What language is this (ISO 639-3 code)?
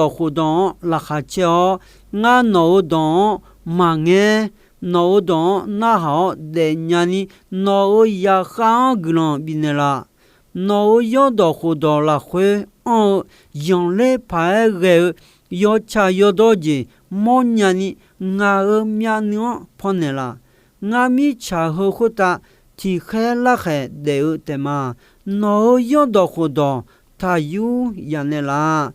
ahk